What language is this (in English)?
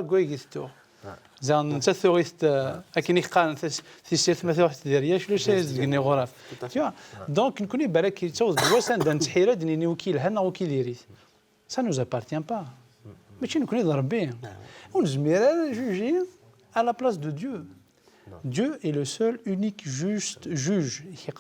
Kabyle